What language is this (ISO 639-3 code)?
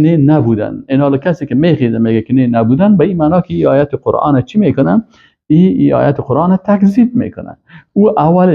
fas